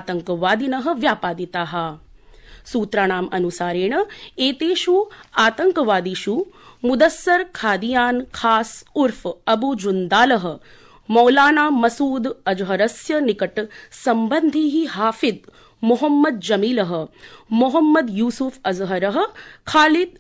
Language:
Sanskrit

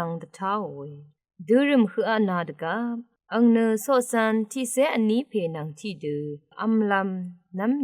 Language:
Rawang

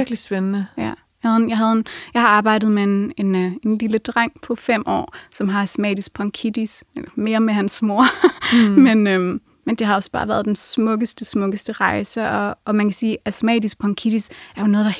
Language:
Danish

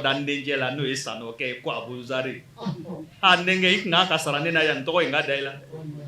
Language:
Bambara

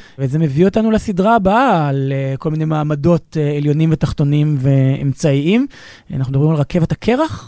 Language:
Hebrew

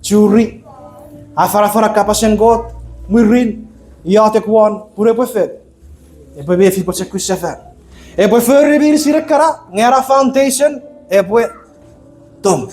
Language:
Chuukese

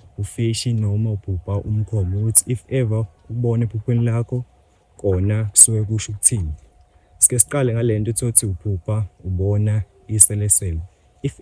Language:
Zulu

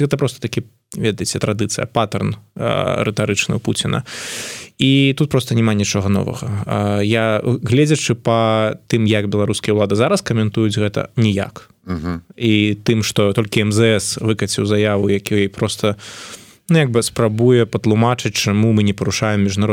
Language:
Belarusian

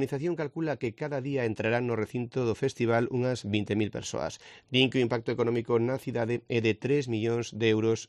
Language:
Galician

